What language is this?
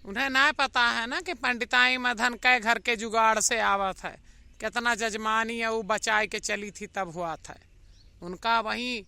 Awadhi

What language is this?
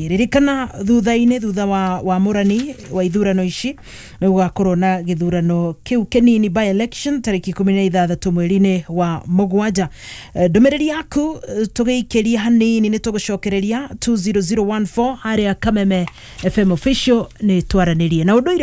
Kikuyu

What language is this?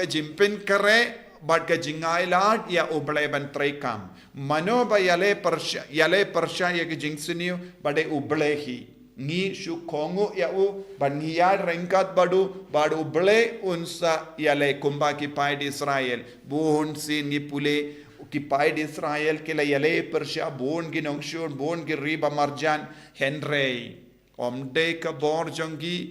Khasi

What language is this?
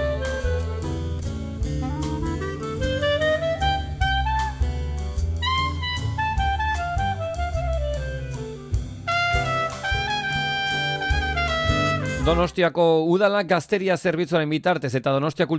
Basque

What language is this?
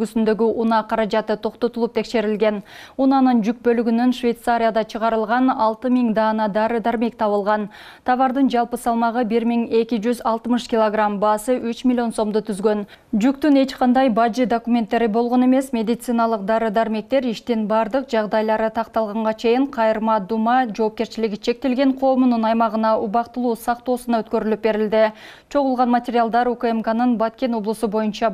Kyrgyz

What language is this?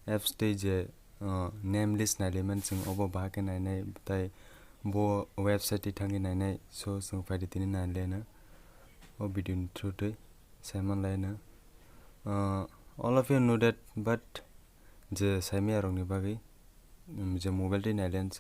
Kok Borok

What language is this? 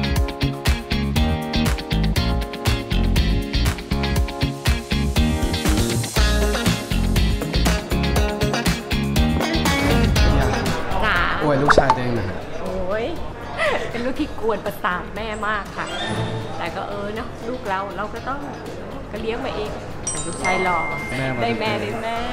Thai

